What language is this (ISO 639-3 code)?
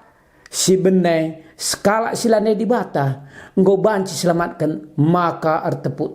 btx